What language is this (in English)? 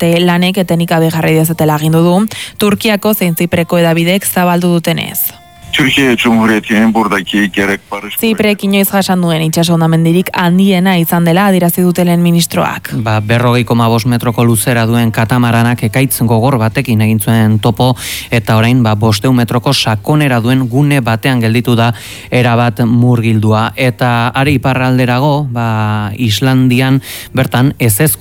Basque